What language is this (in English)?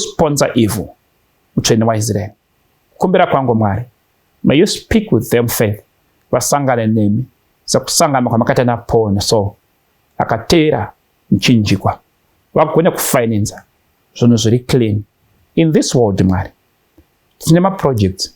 Shona